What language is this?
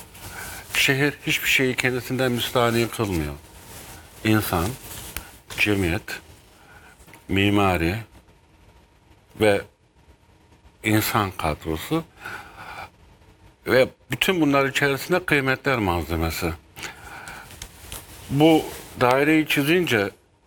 Turkish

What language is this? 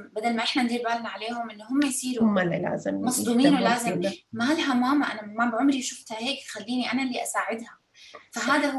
North Levantine Arabic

